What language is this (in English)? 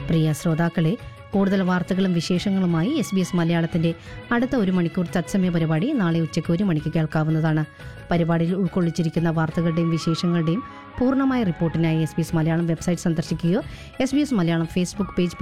Malayalam